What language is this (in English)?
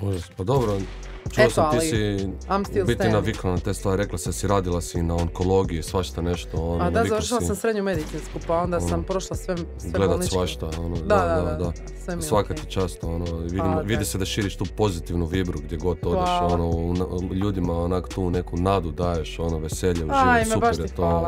Croatian